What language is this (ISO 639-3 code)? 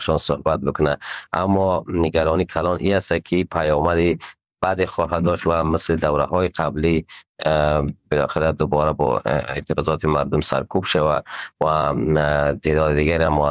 fas